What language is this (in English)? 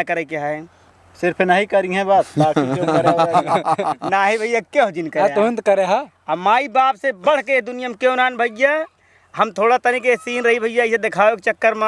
Awadhi